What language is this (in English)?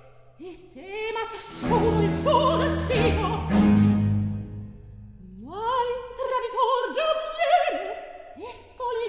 Italian